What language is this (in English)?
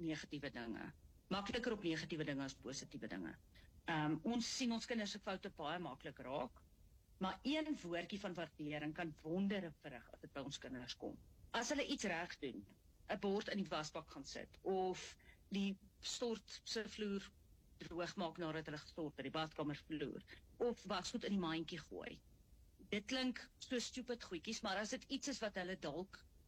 Afrikaans